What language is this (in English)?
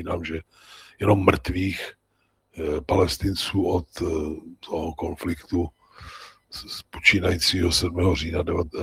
Czech